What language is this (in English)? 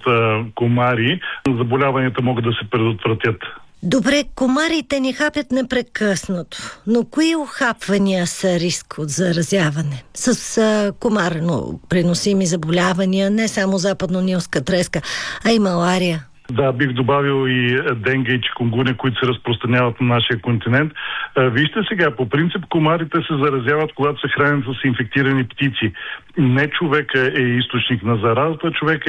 Bulgarian